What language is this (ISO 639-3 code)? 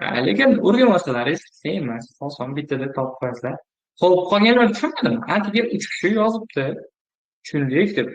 uzb